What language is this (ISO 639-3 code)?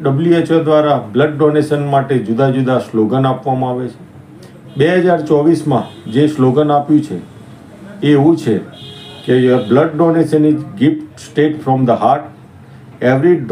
guj